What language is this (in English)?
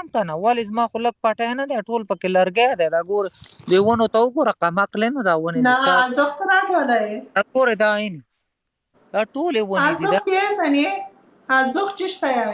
Pashto